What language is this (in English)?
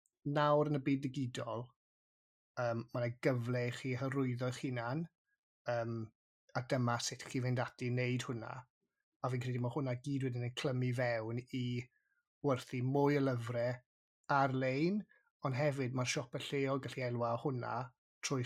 Welsh